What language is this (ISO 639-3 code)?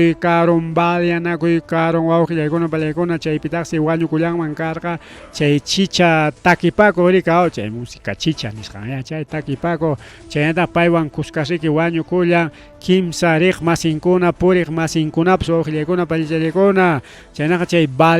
quy